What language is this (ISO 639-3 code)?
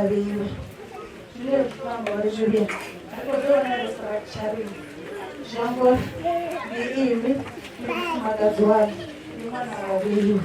ven